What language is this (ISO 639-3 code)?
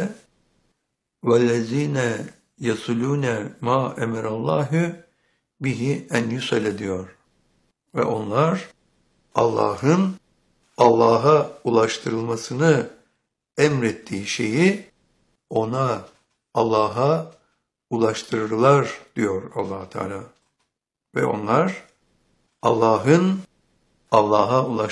tur